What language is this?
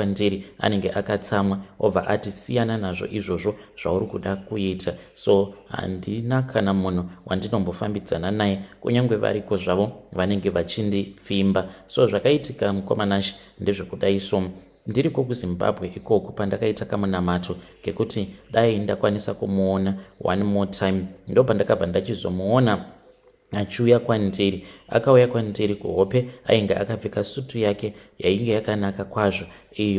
Shona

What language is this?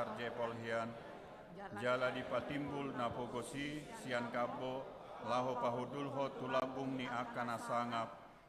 Batak Toba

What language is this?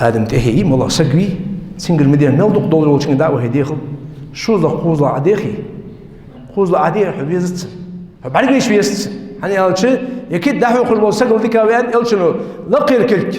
Ingush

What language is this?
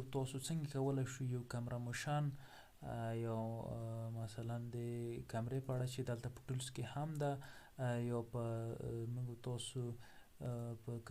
Pashto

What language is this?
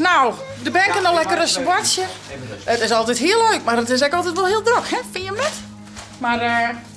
Western Frisian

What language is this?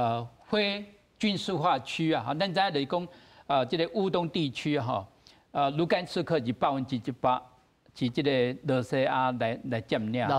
Min Nan Chinese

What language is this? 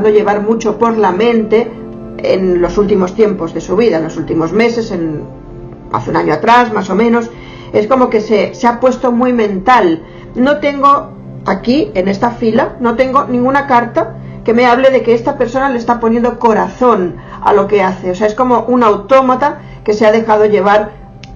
Spanish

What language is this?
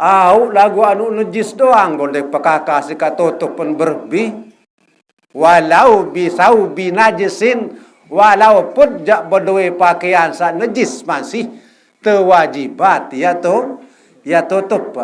Sasak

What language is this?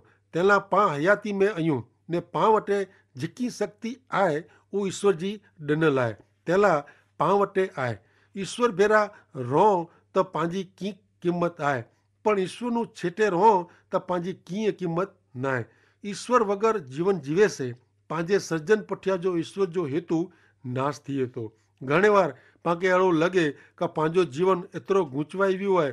Kachhi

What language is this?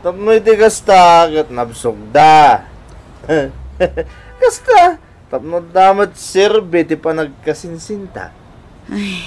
Iloko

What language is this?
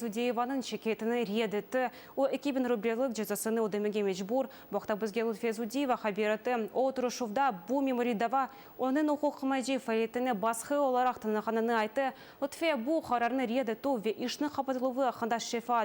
Crimean Tatar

